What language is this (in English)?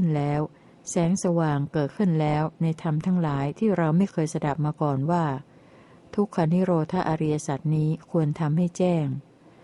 Thai